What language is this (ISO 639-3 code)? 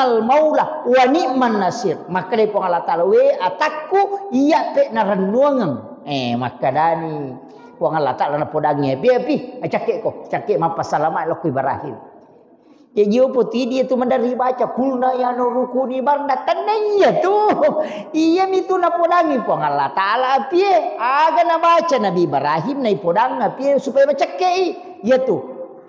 bug